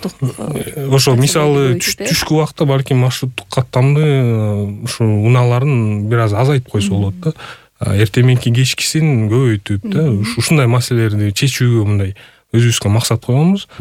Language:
Kyrgyz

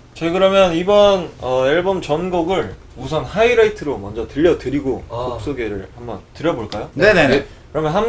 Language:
Korean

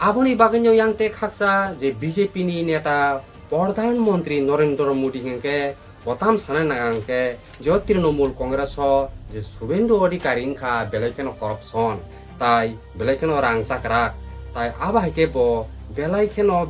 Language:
Kok Borok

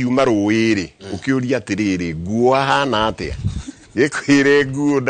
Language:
Kikuyu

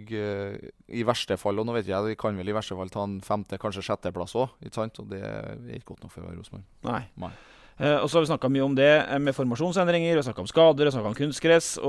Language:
Norwegian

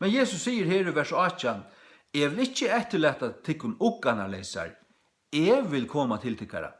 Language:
Faroese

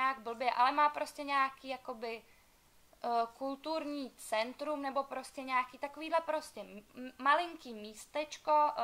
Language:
Czech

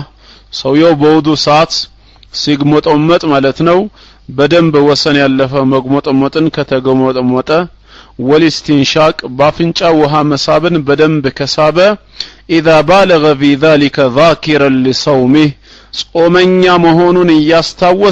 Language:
Amharic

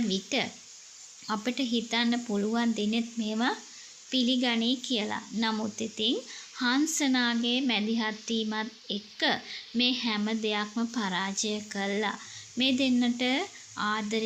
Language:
Sinhala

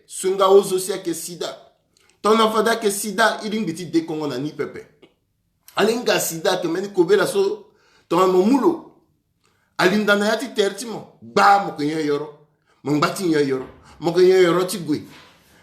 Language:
Sango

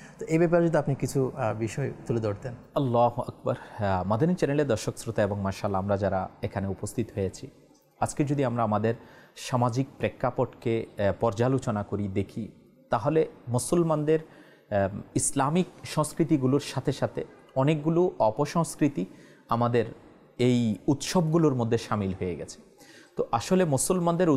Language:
Bangla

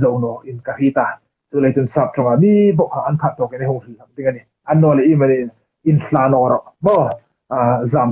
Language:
Hmar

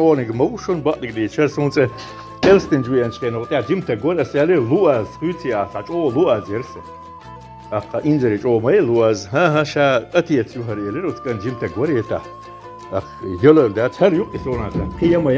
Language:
Chechen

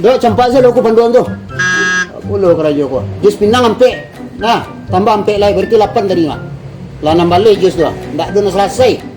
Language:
Minangkabau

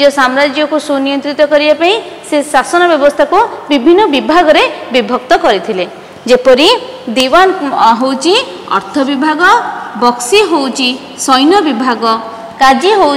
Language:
Odia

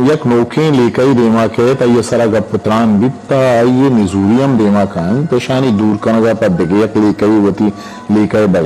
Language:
Eastern Balochi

